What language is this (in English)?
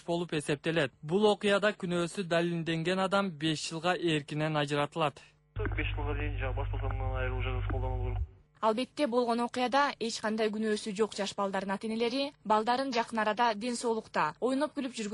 Kyrgyz